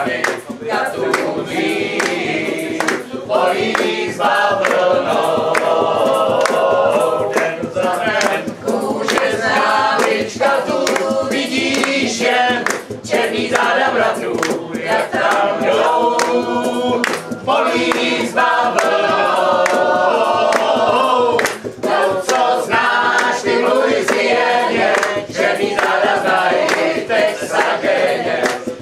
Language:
Czech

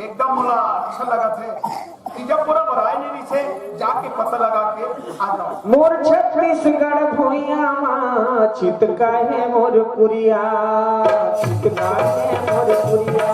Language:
Chhattisgarhi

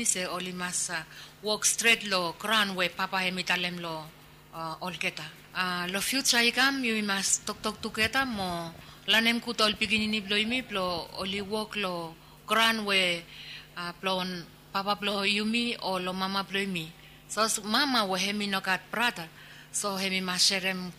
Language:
Bislama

